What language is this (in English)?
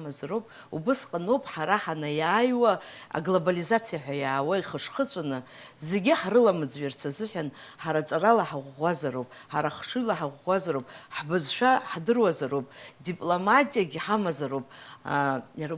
Abkhazian